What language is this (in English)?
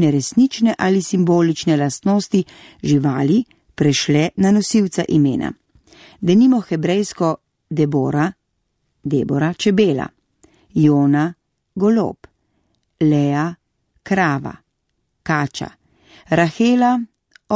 Slovenian